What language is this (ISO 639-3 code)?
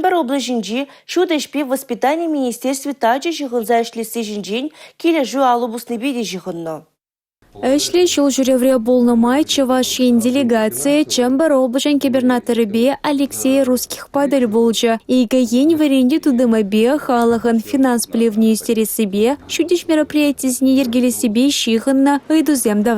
chv